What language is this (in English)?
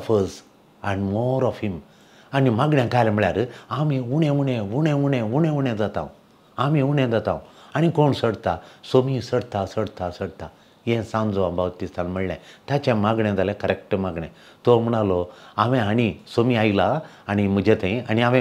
Konkani